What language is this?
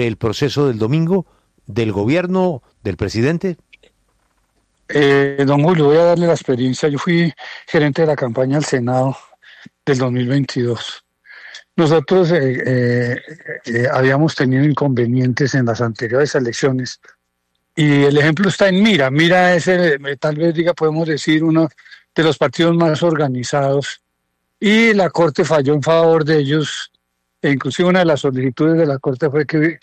Spanish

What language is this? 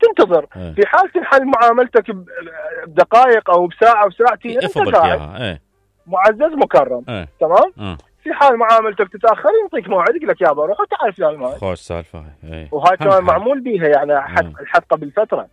Mesopotamian Arabic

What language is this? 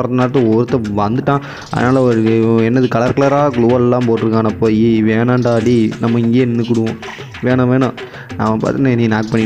Tamil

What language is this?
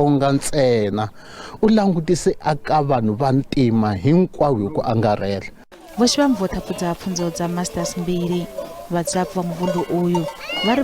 Venda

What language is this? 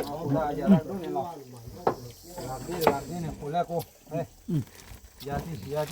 S'gaw Karen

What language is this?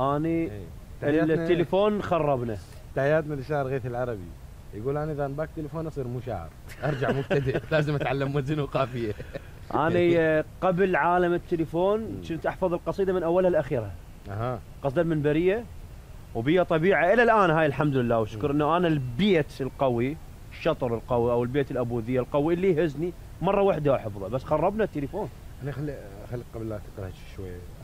Mesopotamian Arabic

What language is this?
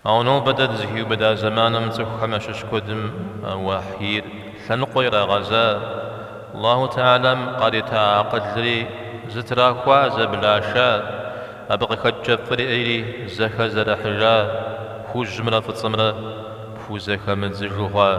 Kabardian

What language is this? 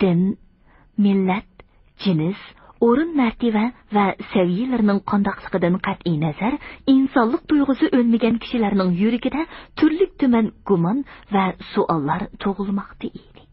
Uyghur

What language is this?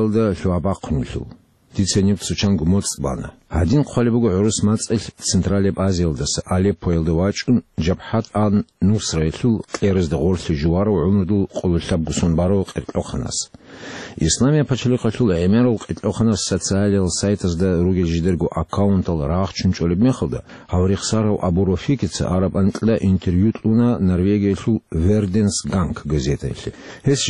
Avaric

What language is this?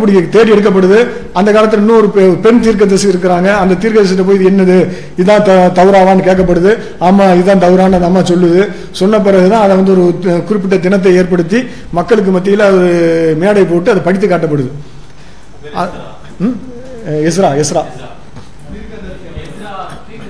Tamil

